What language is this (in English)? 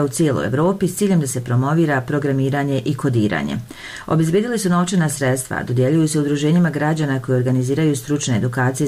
Bosnian